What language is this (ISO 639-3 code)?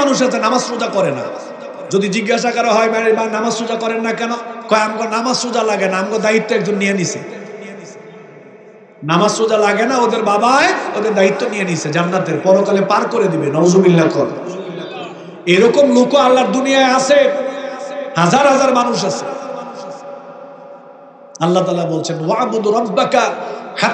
ben